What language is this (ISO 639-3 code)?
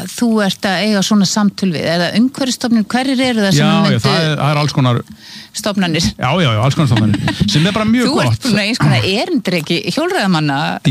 isl